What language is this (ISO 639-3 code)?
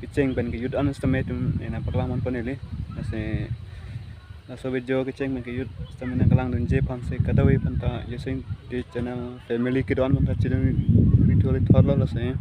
mjw